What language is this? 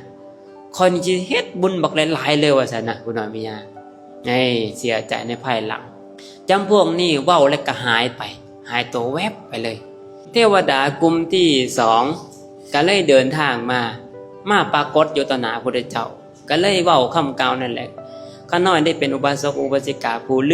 Lao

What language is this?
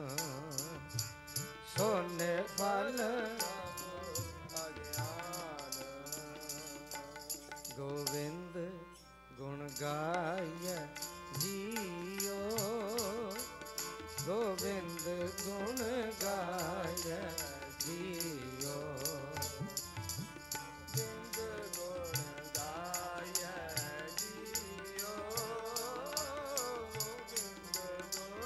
Punjabi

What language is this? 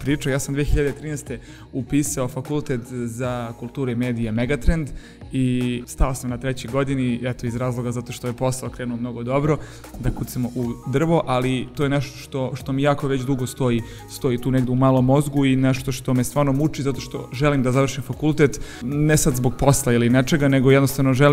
Serbian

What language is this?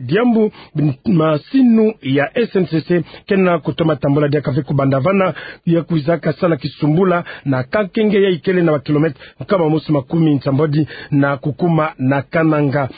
Kituba (Democratic Republic of Congo)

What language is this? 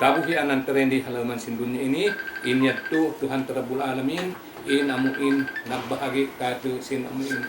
Tausug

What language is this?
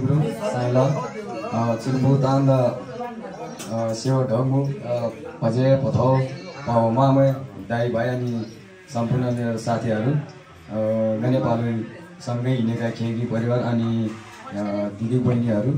Nepali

